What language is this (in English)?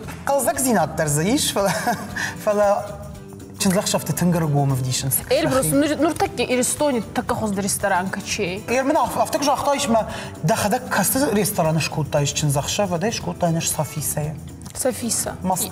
Ossetic